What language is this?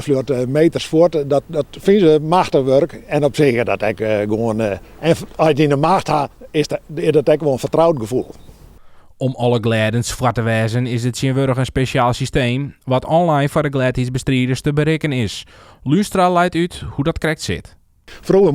Western Frisian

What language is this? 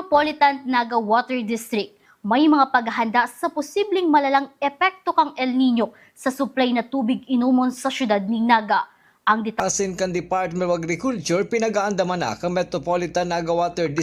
Bikol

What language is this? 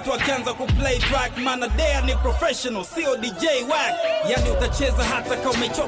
Swahili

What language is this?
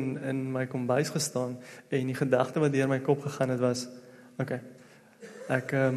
Afrikaans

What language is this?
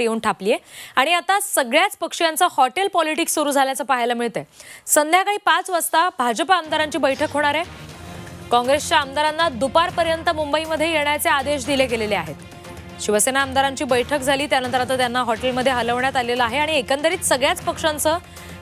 Marathi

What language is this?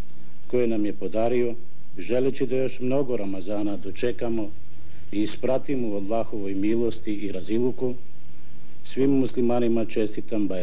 Bosnian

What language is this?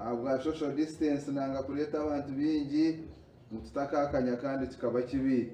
Nyankole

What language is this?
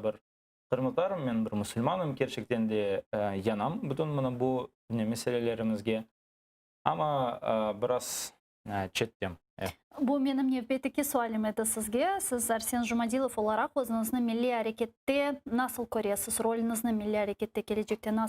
Crimean Tatar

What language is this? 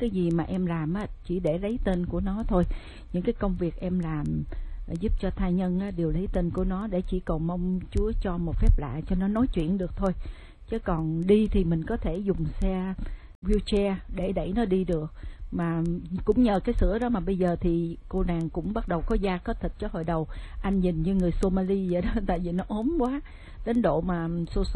Vietnamese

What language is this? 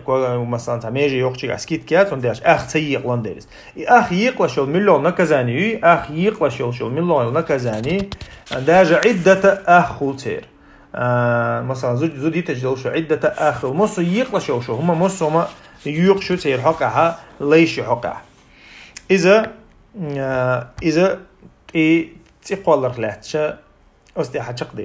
Chechen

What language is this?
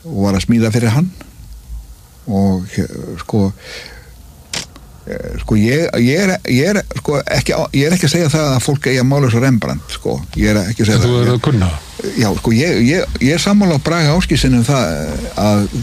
Icelandic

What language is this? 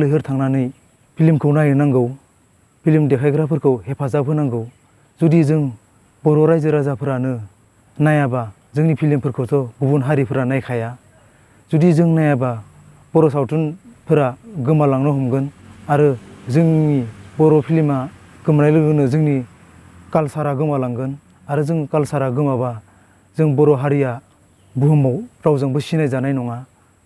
Bodo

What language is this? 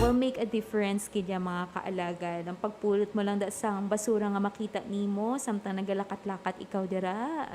Hiligaynon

